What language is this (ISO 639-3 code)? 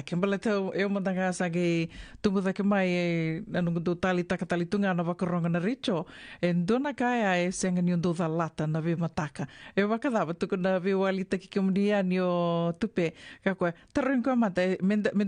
fij